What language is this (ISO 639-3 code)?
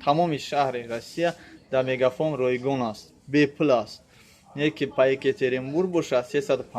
tgk